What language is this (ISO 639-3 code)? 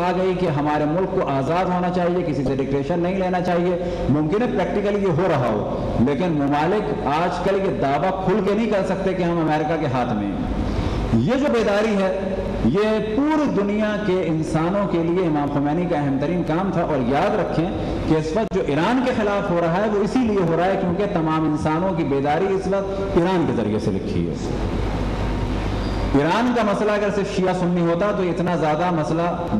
urd